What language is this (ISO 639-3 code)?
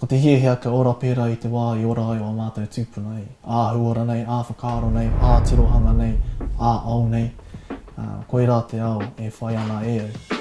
mri